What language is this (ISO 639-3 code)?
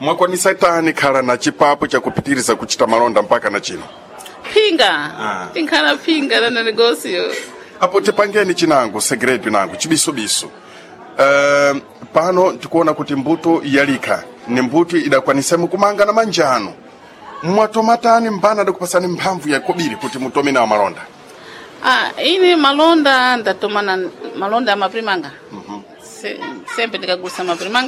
seh